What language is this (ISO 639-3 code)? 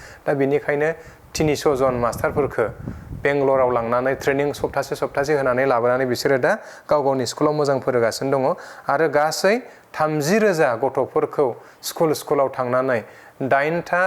brx